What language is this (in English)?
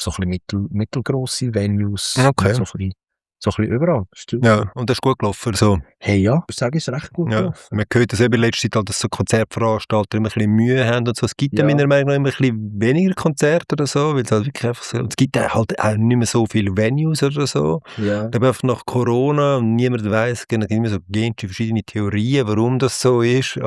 Swiss German